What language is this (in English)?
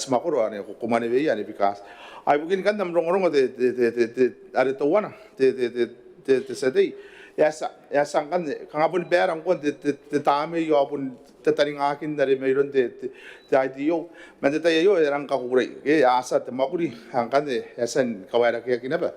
Gilbertese